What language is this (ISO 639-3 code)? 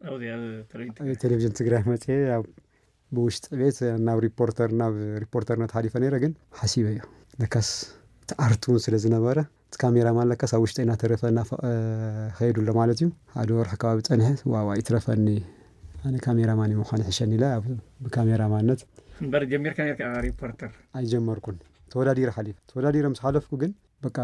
tir